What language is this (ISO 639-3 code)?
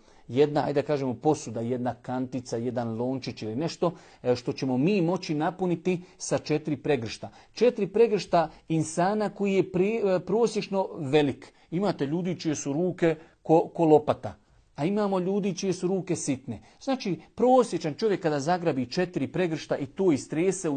bos